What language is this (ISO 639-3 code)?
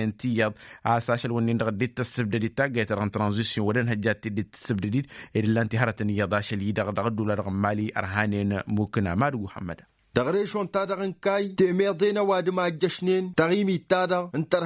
taq